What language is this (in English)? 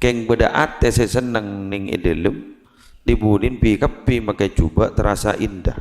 Madurese